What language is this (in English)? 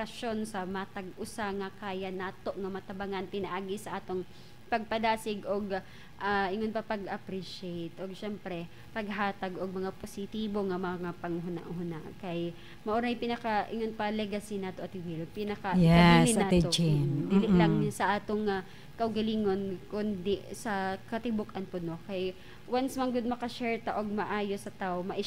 Cebuano